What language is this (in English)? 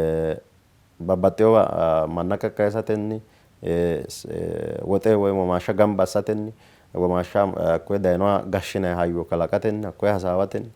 Sidamo